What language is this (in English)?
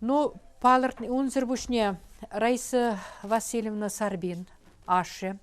Chuvash